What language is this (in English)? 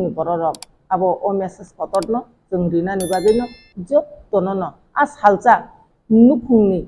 Kok Borok